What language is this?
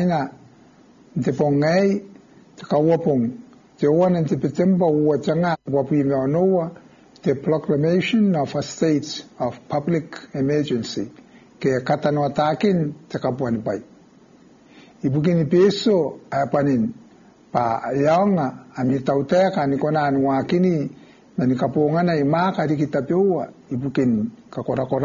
Gilbertese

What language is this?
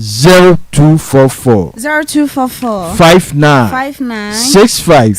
Akan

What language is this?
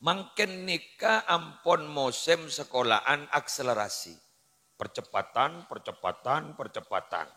Madurese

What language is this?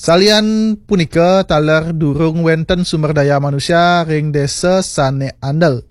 Balinese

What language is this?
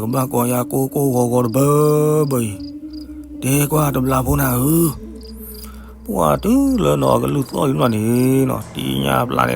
S'gaw Karen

